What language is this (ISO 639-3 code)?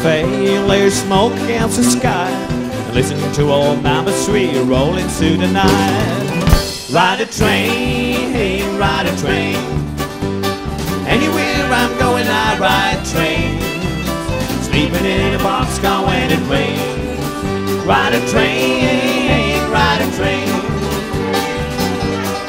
eng